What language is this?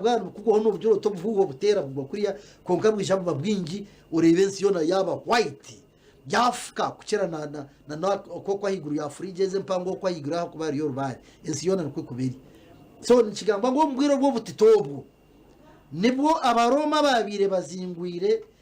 Nyankole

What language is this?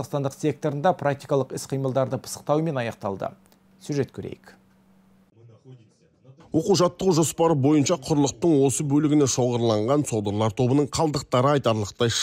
Kazakh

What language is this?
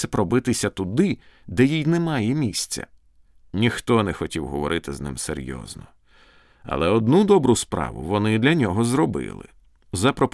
Ukrainian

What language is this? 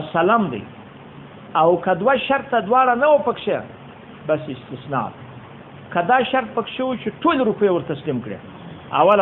Pashto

